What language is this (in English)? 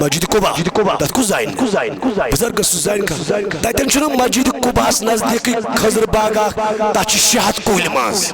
Kashmiri